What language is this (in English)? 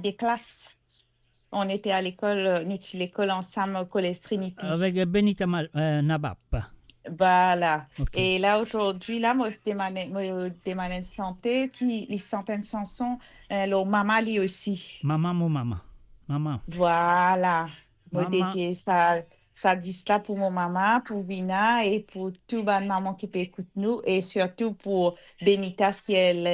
Morisyen